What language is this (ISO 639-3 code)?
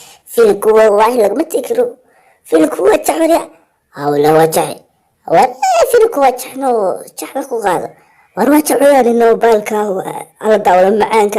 som